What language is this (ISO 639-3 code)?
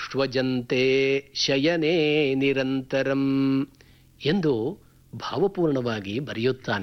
kan